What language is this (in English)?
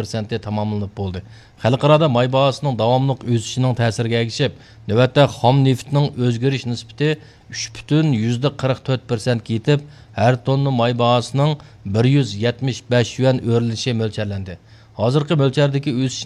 Uyghur